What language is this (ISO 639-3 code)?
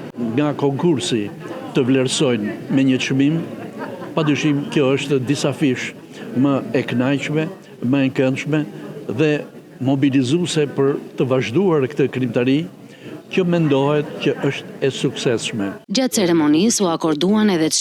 sqi